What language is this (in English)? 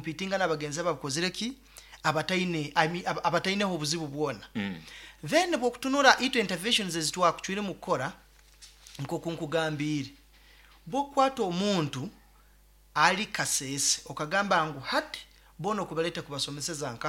Nyoro